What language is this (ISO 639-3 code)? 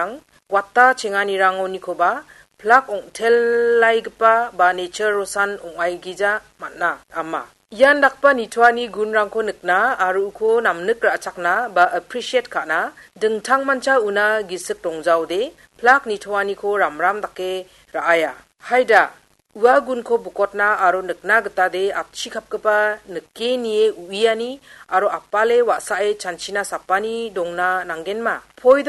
grt